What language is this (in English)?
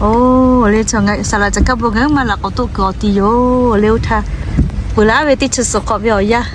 Lahu